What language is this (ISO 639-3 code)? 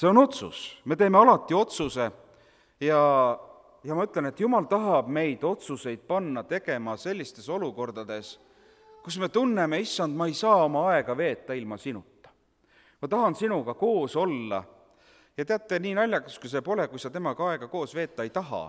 est